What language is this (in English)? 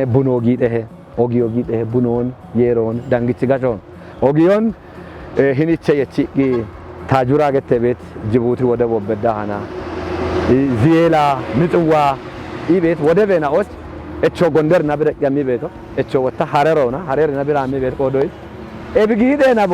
Kafa